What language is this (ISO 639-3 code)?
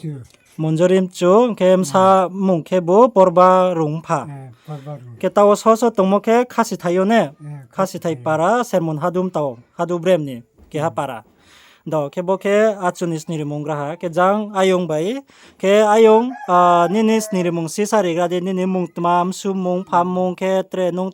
ria